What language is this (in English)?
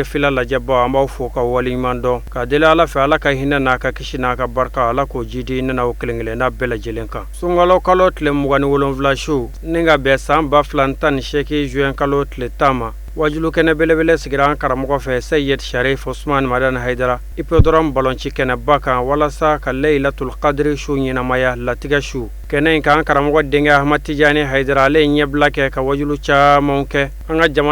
Bambara